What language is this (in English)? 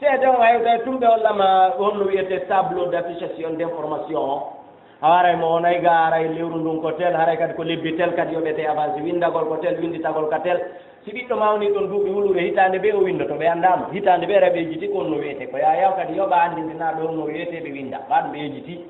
Fula